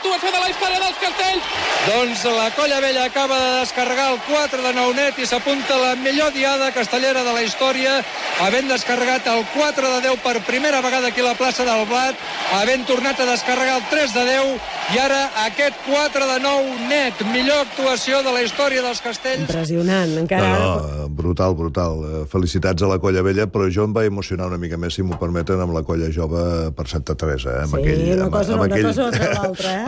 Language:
Catalan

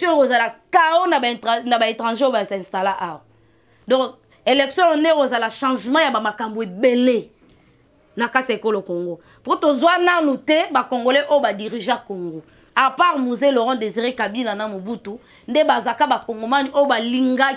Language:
Lingala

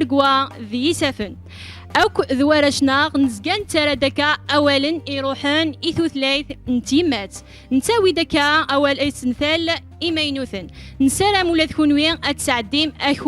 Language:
Kabyle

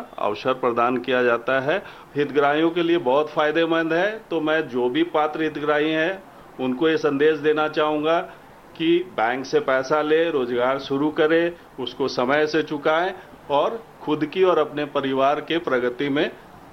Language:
Hindi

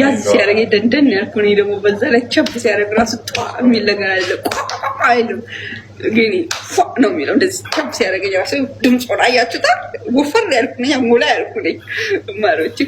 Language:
Amharic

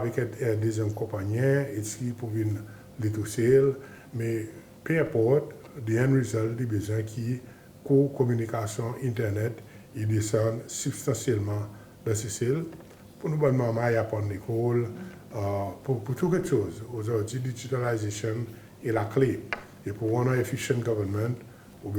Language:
Seselwa Creole French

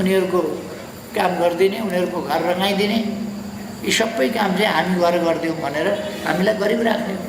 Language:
Nepali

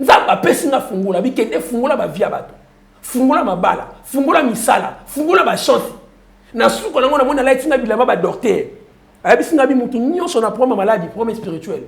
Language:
Lingala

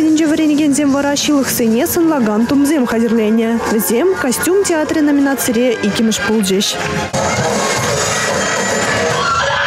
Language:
Chuvash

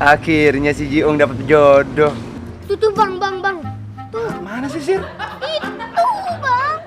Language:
Betawi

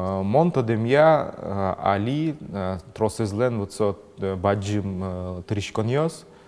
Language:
Udmurt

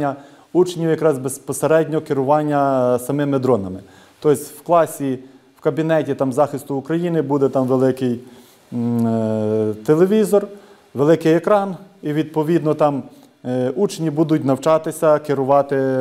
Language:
Ukrainian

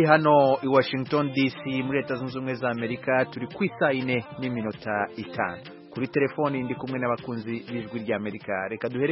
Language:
Kinyarwanda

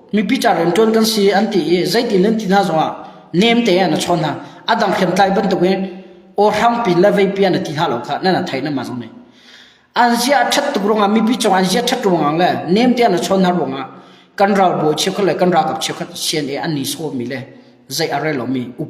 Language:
Hakha Chin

